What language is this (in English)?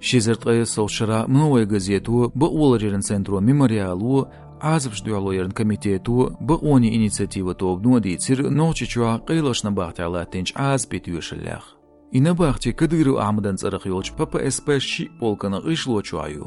Chechen